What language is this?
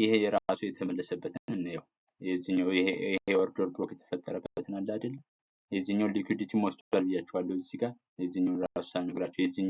Amharic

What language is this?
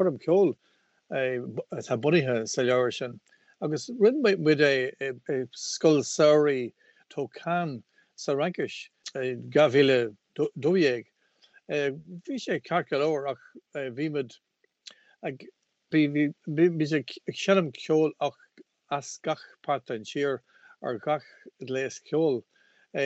Irish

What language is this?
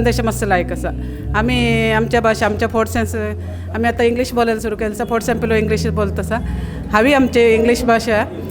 Konkani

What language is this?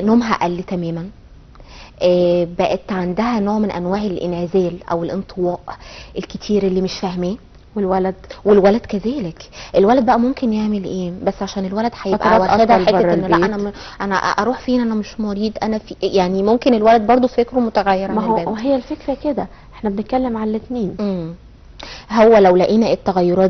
Egyptian Arabic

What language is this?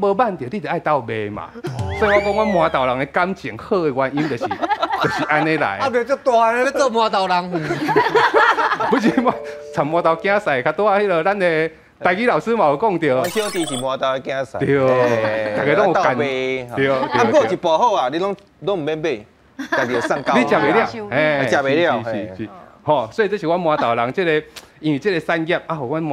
Min Nan Chinese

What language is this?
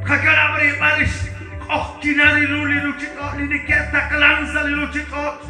Kekchí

